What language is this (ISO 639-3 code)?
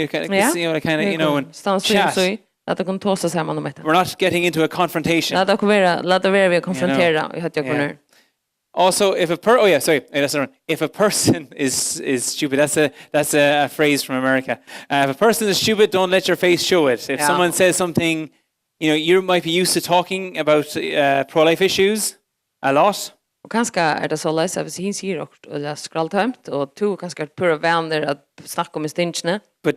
fao